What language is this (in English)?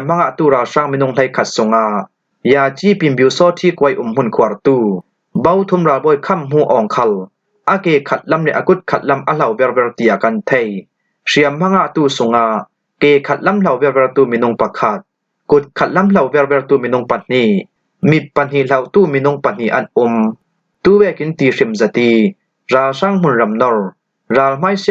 Falam Chin